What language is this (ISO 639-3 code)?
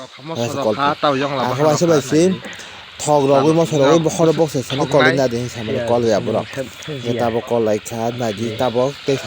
trp